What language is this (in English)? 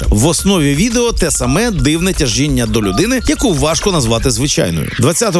Ukrainian